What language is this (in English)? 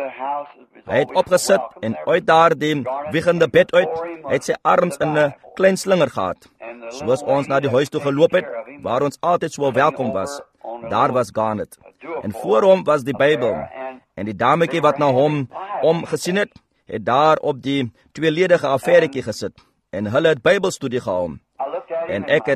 Afrikaans